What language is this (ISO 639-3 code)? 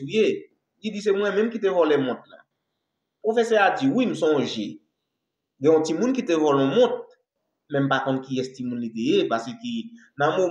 hat